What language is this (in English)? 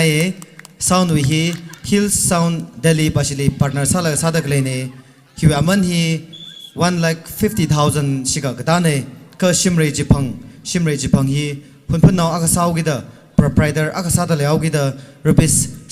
Tangkhul Naga (India)